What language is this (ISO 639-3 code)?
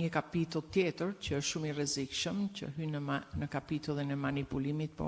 sqi